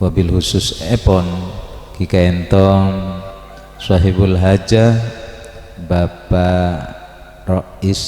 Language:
Madurese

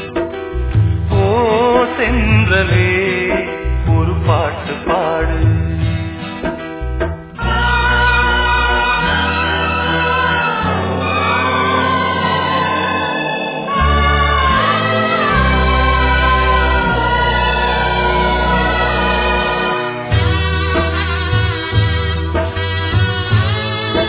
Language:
Tamil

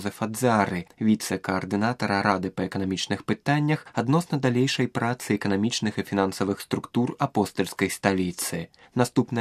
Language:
Belarusian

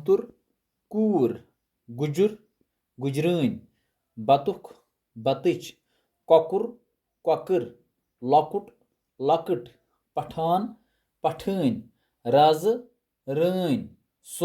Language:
Kashmiri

